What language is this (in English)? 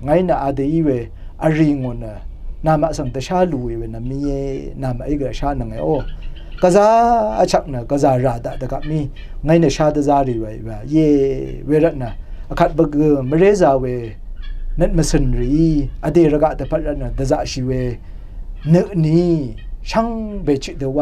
Rawang